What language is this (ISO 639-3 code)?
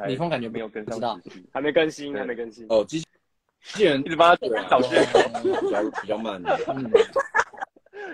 zho